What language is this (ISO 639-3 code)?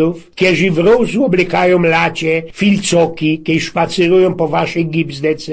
szl